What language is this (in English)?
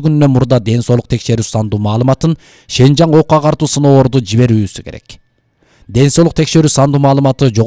Kyrgyz